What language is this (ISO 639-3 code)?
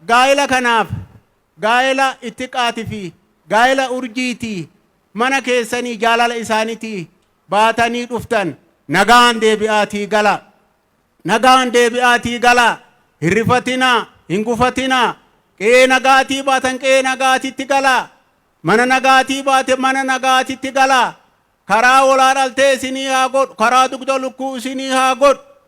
orm